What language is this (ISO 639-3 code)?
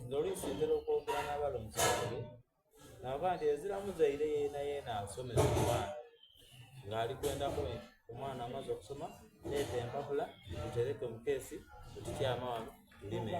xog